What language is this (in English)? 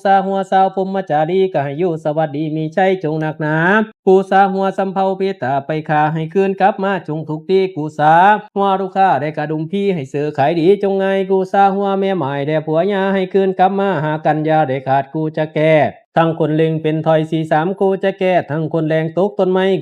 Lao